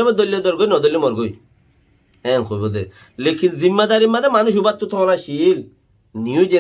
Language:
Rohingya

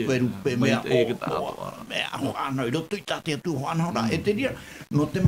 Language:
Tahitian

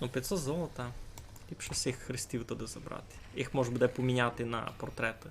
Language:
Rusyn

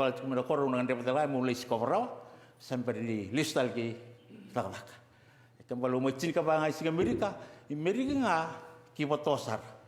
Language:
Fijian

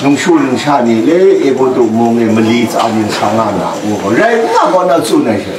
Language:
Kachin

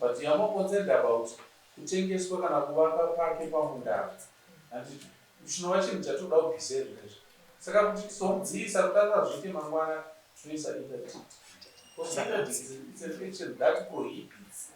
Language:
Shona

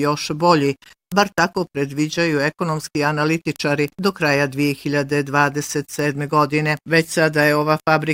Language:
Bosnian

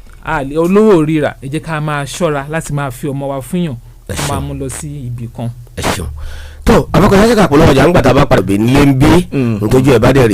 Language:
Yoruba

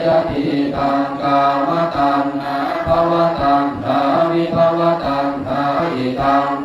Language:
Pali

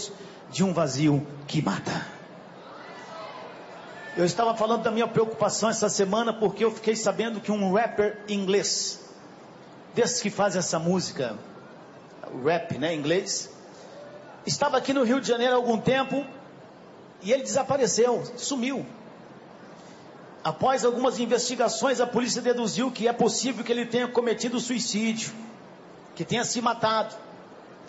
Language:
Portuguese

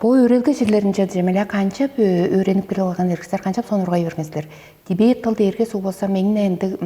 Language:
Tuvinian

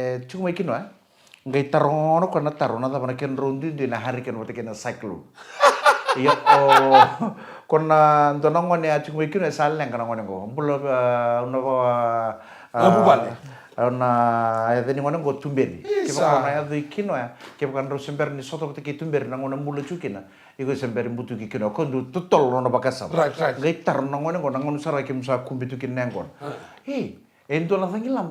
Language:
Fijian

